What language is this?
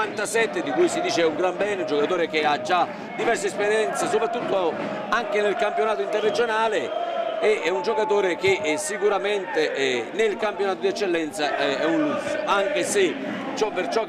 Italian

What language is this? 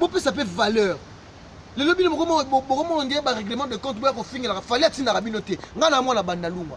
Lingala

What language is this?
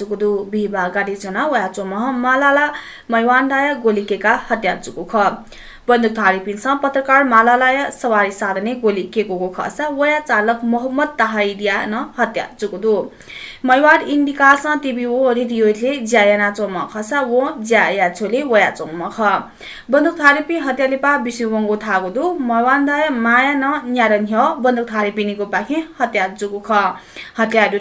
Newari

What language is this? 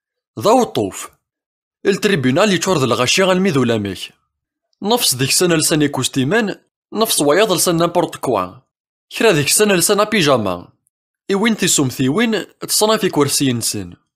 Kabyle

